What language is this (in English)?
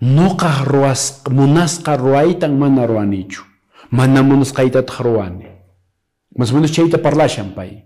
Quechua